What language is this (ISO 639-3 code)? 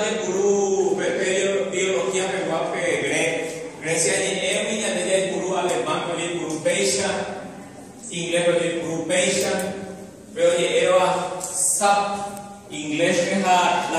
grn